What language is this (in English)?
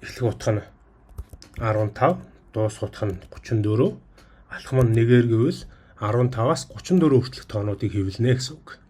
Mongolian